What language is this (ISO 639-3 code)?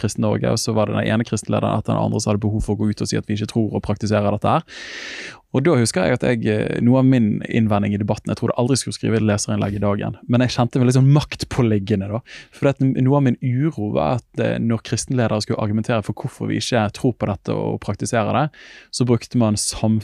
nor